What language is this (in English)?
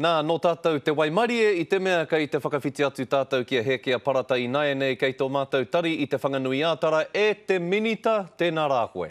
Māori